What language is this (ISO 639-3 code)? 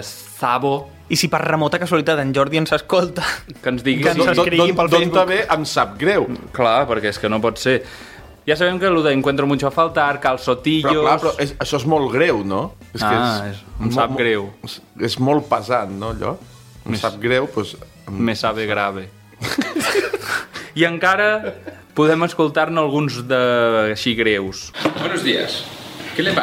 cat